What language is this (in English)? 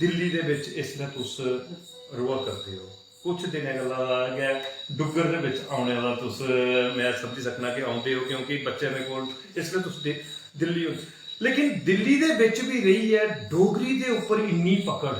Dogri